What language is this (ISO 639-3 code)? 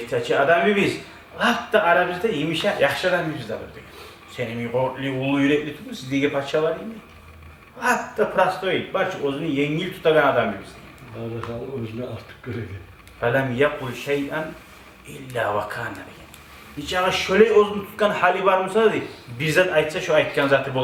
kum